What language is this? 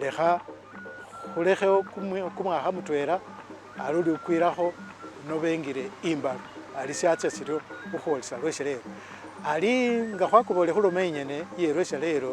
Masaaba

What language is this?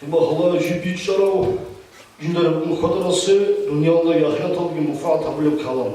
Avaric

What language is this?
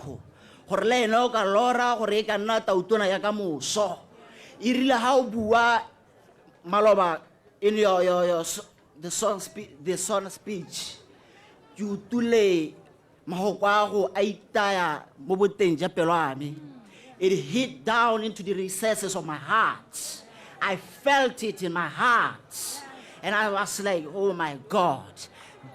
Tswana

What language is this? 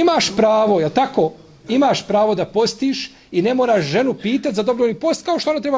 Bosnian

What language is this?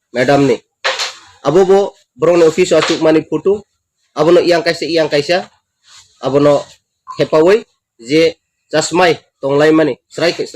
Kok Borok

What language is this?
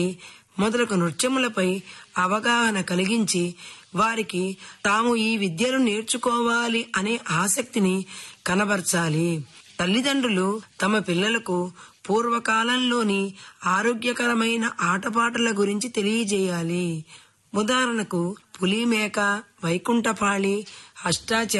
Telugu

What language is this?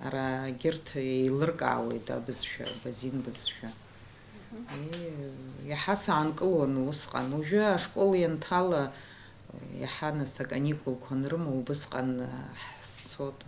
Abkhazian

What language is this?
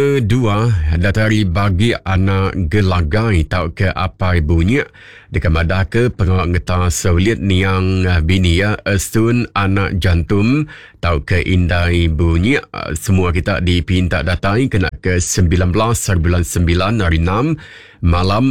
Iban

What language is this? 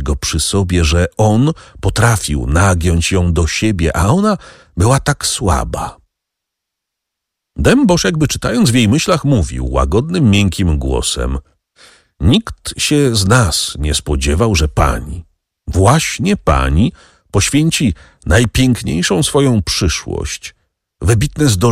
Polish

